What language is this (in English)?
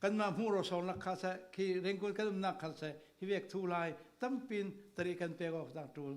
Falam Chin